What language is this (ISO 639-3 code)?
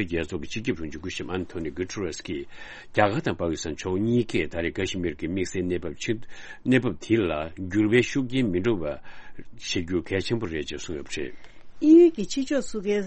bod